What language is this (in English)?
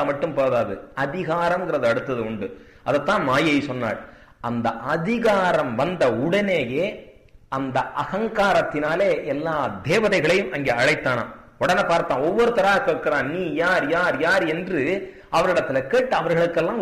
Tamil